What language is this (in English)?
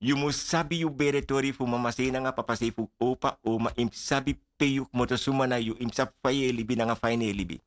Sranan Tongo